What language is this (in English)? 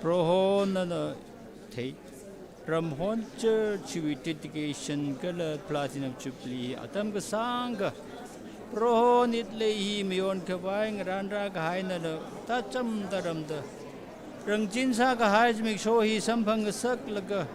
Tangkhul Naga (India)